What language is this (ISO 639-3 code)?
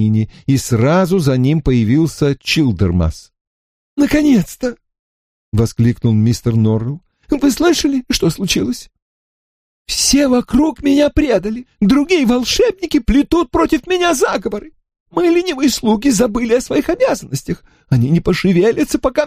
rus